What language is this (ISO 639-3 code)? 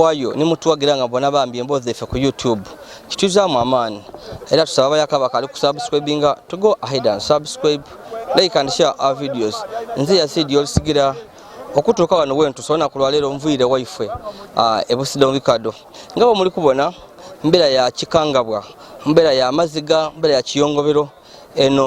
lug